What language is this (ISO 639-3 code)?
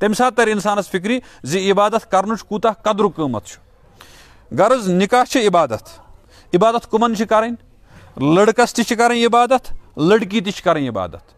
kas